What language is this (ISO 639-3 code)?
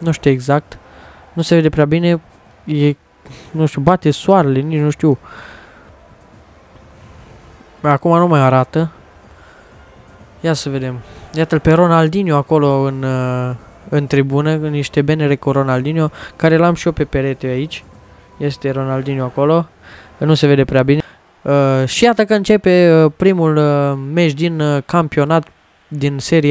ron